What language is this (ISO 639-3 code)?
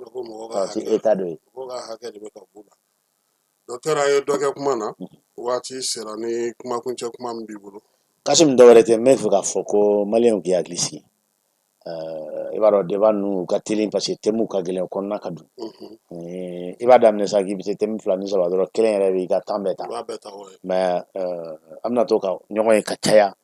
bam